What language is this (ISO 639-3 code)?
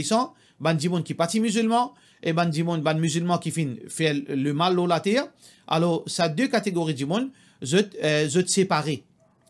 mfe